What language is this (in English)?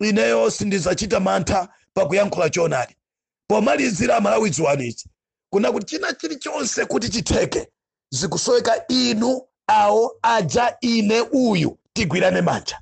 Nyanja